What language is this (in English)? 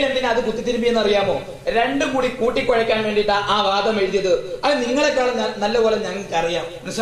Malayalam